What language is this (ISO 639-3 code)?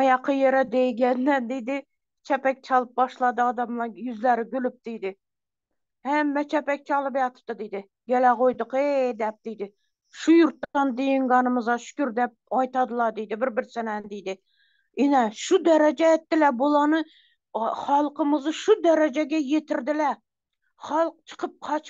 tuk